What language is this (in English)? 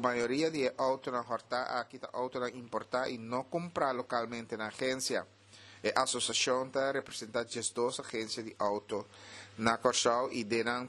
Papiamento